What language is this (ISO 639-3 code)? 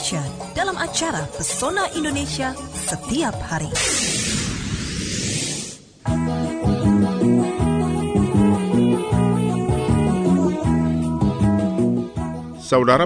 ind